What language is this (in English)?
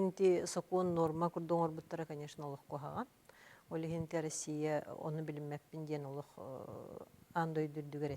Yakut